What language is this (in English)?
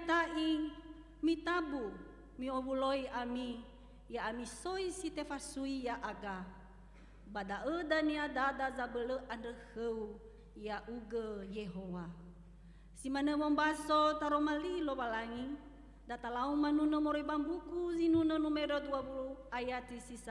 Nias